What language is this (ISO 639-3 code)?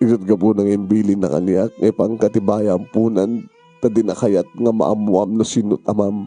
ilo